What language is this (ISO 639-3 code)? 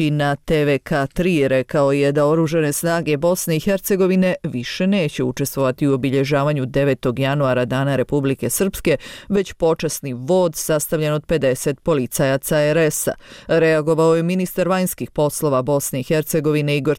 bos